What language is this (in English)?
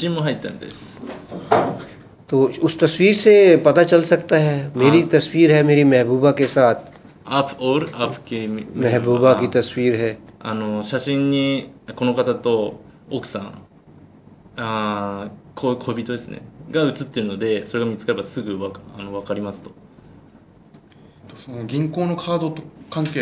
Japanese